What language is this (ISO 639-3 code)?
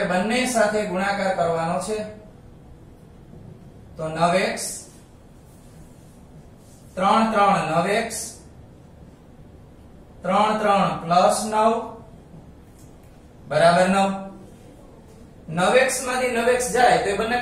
guj